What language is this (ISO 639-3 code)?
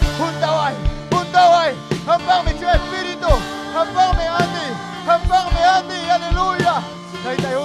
quy